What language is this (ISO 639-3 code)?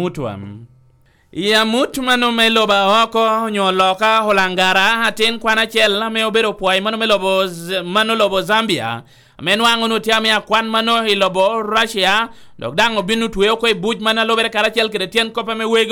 laj